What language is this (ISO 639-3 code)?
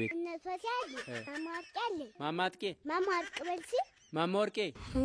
amh